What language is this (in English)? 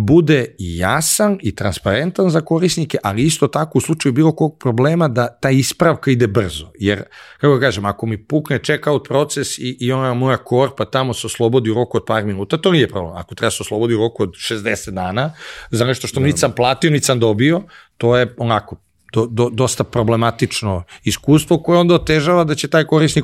Serbian